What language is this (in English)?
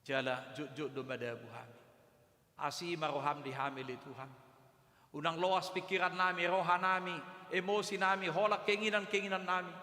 Batak Toba